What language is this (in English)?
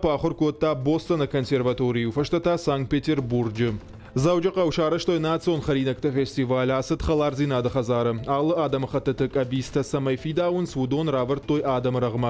Ossetic